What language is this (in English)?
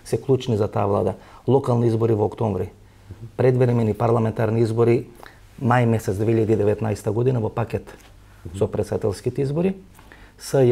Macedonian